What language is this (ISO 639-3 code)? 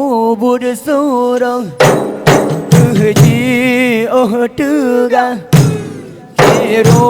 ace